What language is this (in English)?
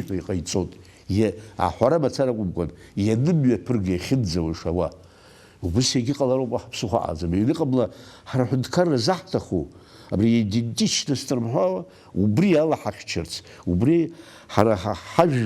Abkhazian